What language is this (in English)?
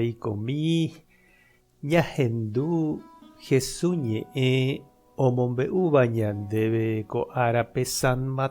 Guarani